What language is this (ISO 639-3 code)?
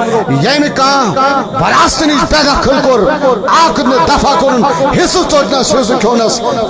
kas